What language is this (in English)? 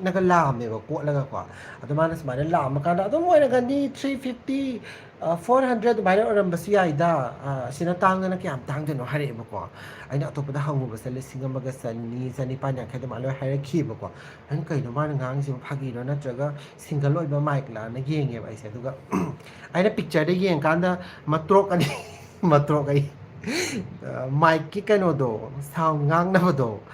Manipuri